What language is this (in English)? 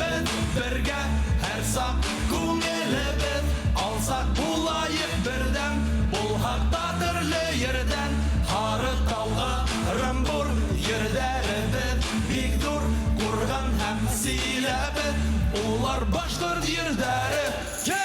Bashkir